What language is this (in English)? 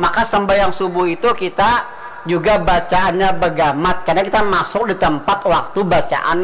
Banjar